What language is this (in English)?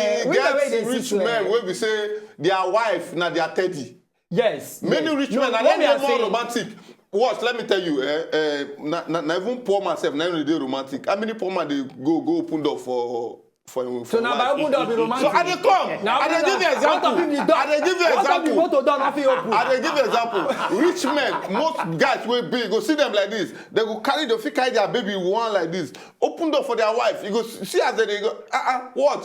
Nigerian Pidgin